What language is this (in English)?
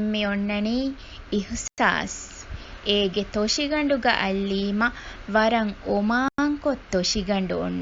Divehi